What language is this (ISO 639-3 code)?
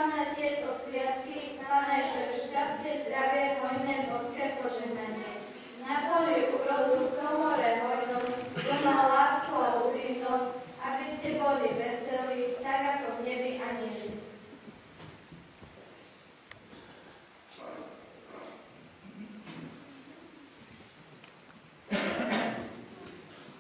slk